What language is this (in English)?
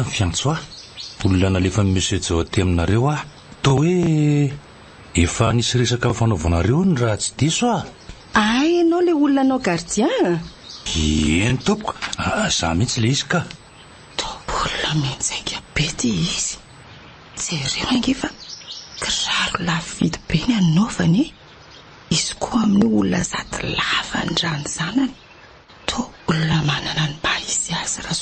Malagasy